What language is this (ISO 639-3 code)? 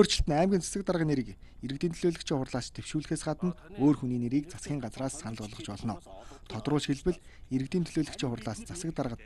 mon